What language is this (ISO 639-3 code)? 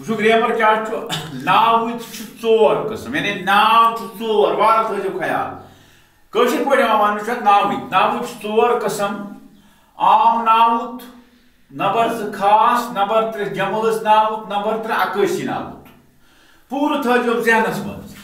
kas